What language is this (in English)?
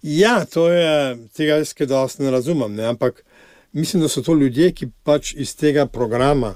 Slovenian